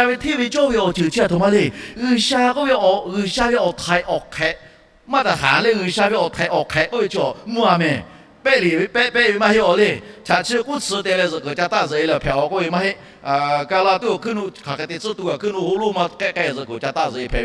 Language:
Lahu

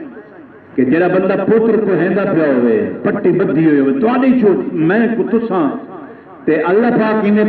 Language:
Saraiki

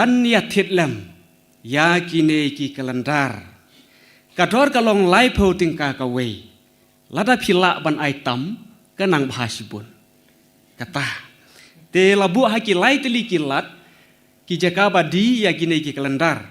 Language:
Khasi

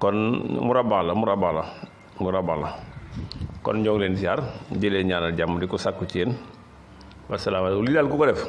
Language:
Wolof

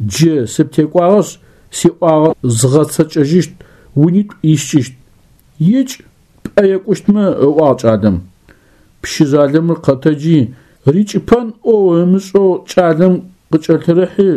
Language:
Adyghe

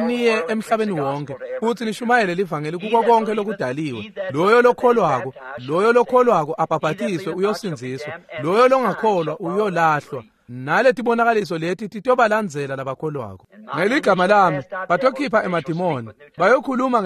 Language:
Swati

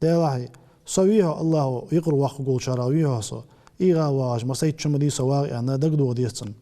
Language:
Ingush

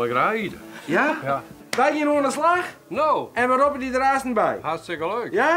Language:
Western Frisian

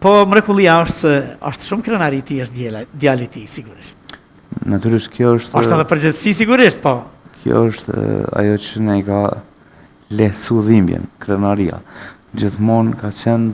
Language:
Albanian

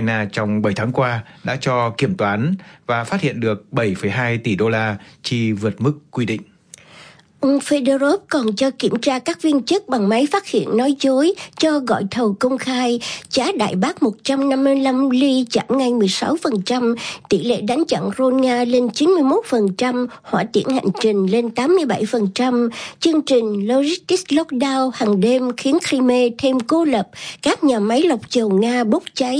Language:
Vietnamese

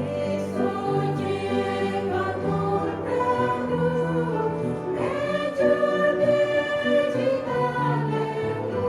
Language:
Central Mnong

